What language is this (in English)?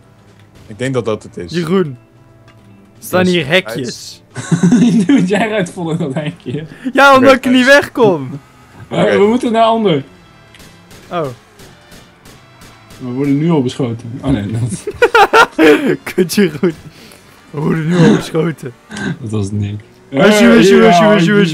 Dutch